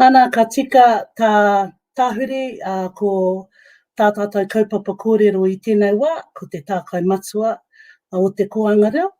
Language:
Māori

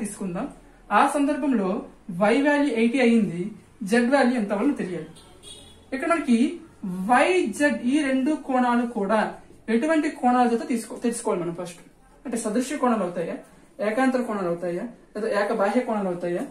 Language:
Telugu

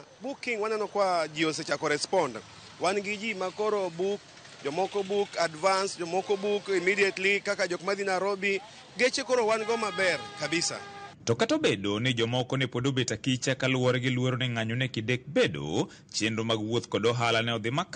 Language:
Luo (Kenya and Tanzania)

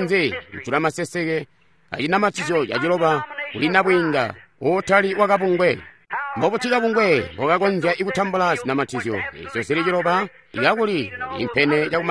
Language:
Tonga (Zambia)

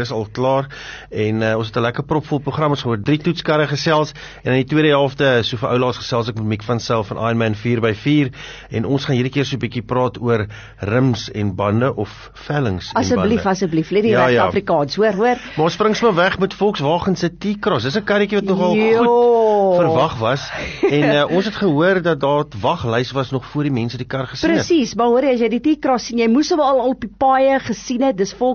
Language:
Afrikaans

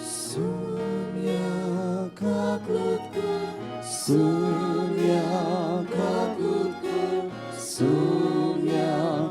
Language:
Konkani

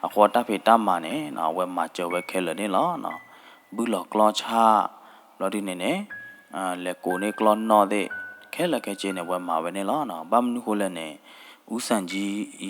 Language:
S'gaw Karen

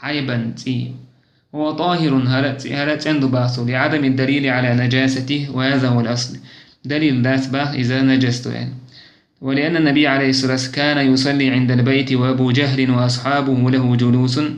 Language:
Chechen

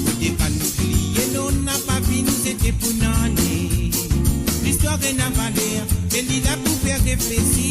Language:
Morisyen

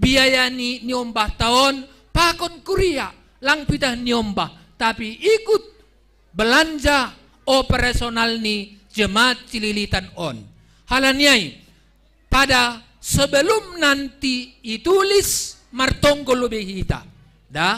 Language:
Batak Simalungun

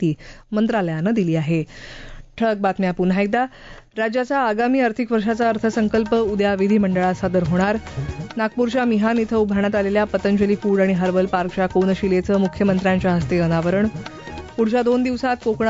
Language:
Marathi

